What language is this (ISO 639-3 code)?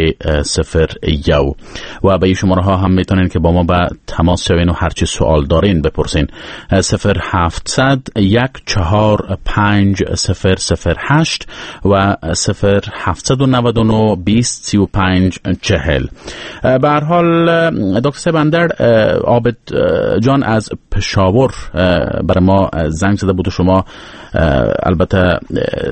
fas